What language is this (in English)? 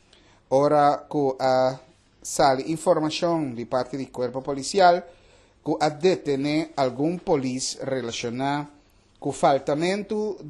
Papiamento